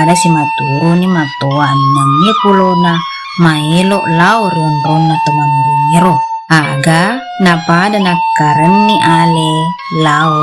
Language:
Buginese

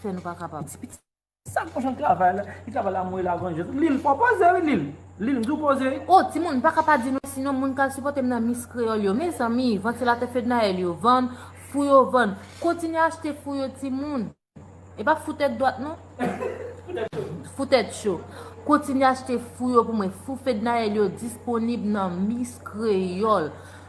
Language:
Haitian Creole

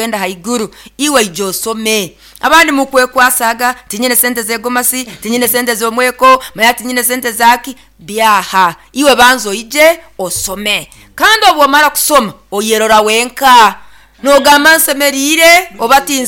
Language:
Nyoro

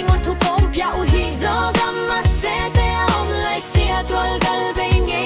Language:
Tedim Chin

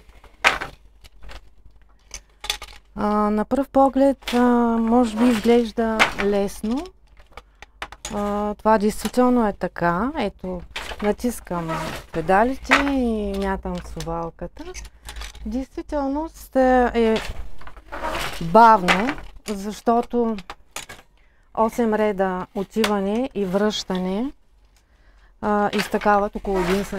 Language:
Bulgarian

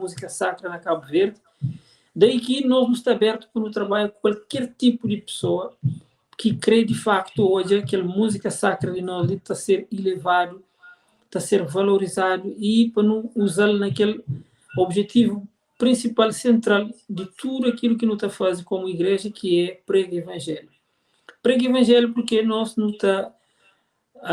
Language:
Kabuverdianu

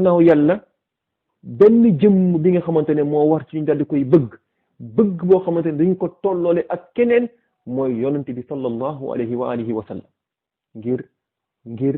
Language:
Wolof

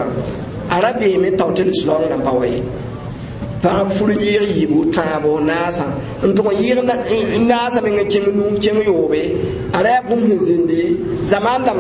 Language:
Mossi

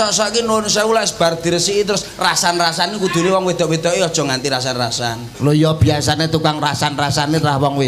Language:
Javanese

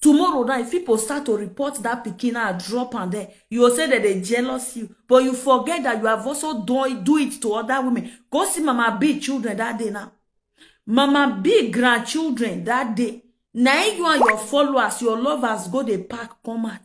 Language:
Nigerian Pidgin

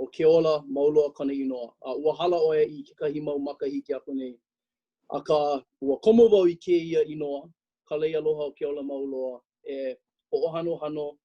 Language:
Hawaiian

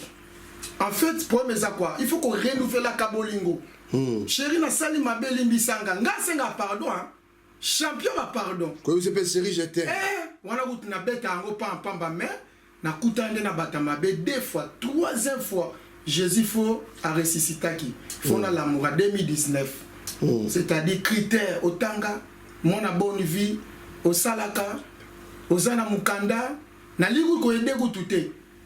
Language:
Lingala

